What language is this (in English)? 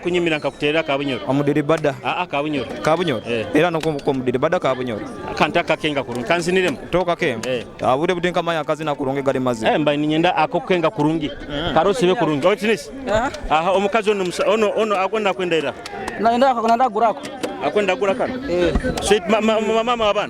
Nyoro